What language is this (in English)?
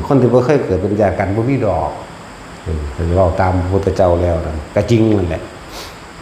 Northeastern Thai